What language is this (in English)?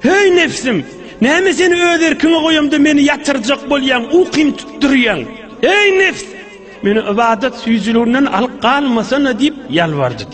Turkmen